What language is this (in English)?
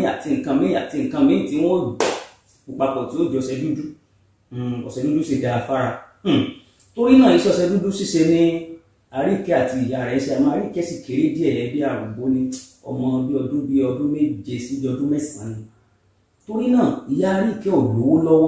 Yoruba